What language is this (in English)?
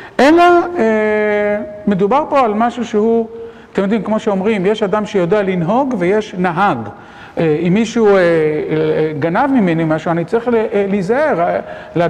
Hebrew